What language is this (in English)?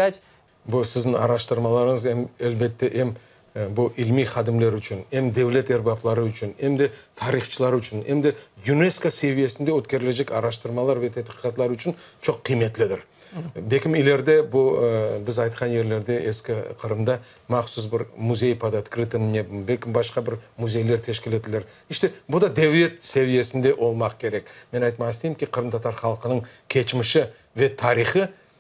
Crimean Tatar